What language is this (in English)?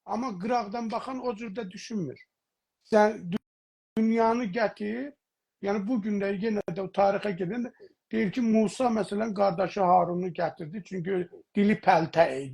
South Azerbaijani